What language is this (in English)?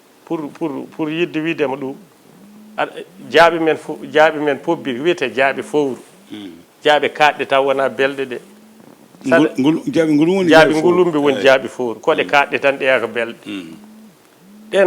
Fula